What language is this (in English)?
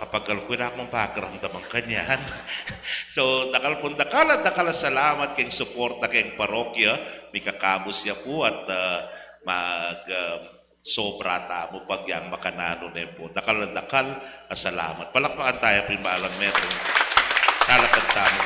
Pampanga